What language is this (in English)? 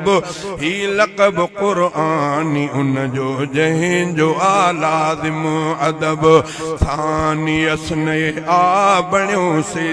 Sindhi